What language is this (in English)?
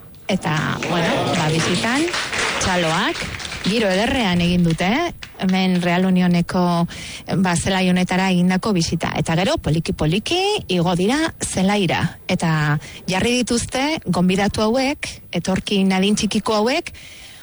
Basque